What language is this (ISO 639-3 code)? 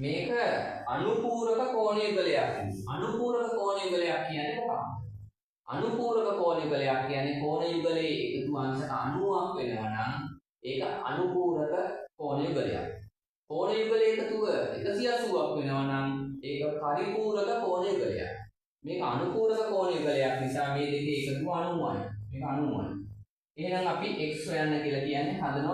sin